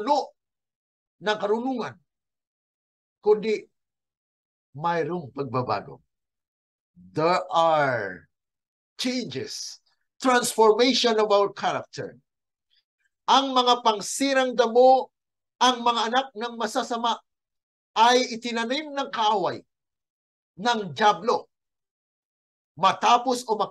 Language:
Filipino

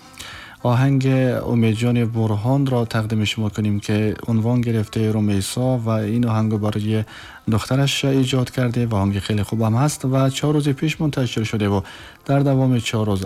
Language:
Tajik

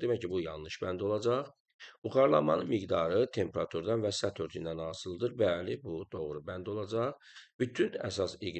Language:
Azerbaijani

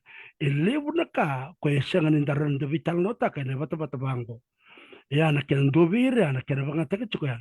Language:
Fijian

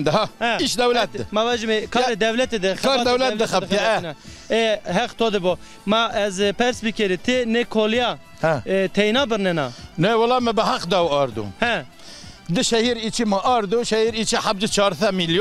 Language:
Zaza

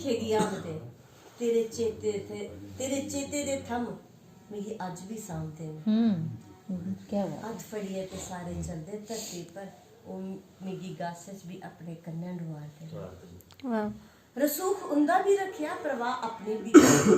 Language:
Dogri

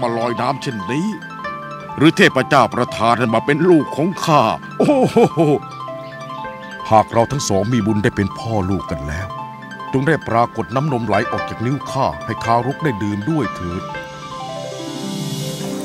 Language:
Thai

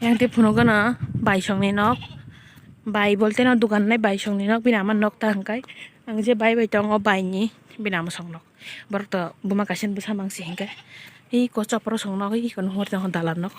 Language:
Kok Borok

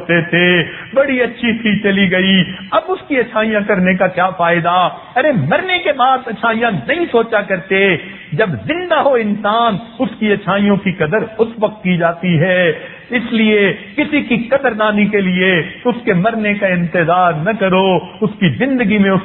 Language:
Urdu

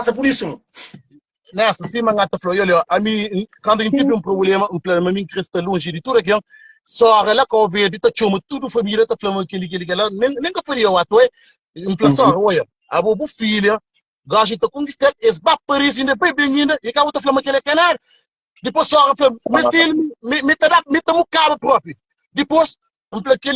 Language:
Kabuverdianu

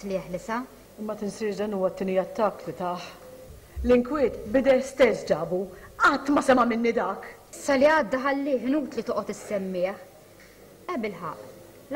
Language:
Maltese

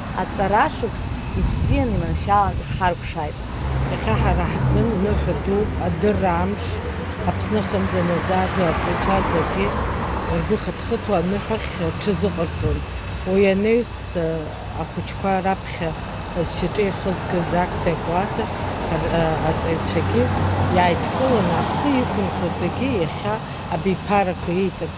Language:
Abkhazian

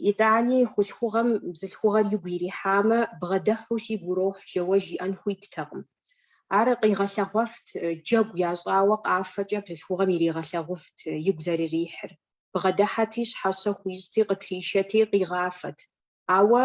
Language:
Kabardian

